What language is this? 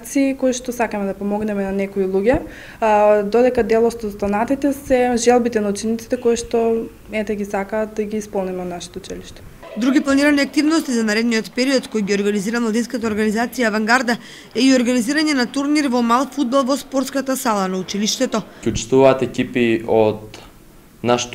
Macedonian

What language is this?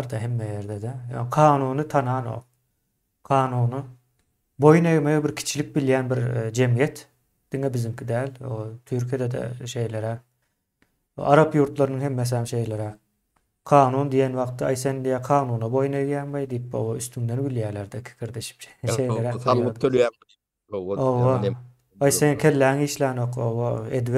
Turkmen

